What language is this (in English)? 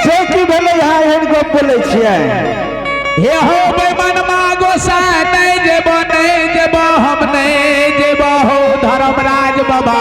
Maithili